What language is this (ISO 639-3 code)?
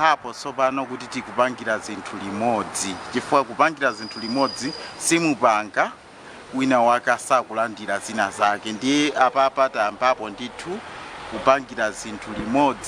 nya